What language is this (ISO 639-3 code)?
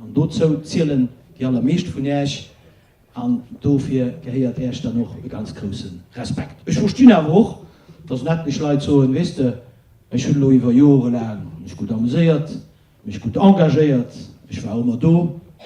ltz